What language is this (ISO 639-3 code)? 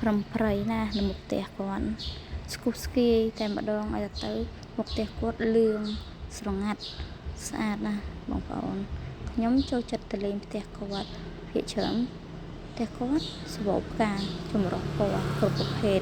khm